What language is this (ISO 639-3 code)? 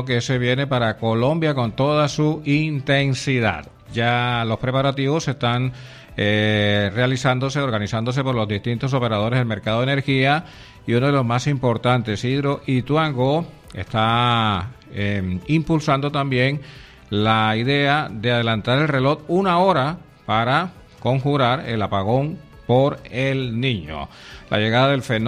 spa